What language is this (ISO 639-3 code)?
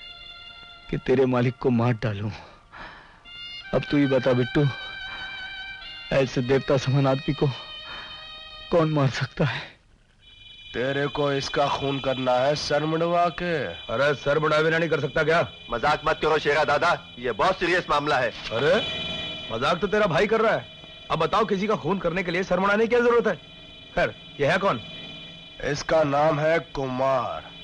hin